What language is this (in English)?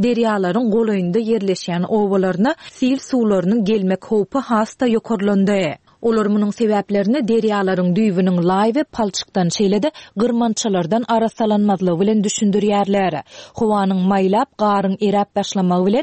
Turkmen